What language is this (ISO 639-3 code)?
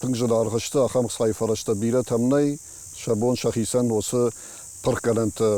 oss